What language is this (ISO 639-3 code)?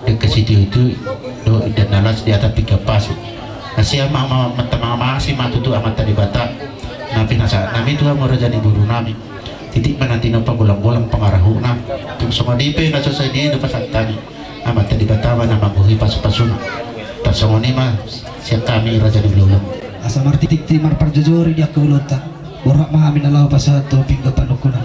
bbc